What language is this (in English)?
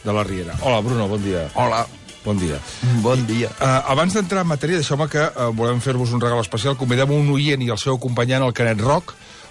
Catalan